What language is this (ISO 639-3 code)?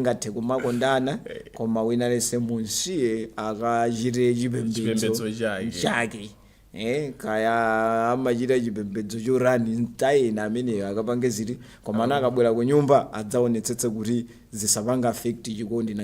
nya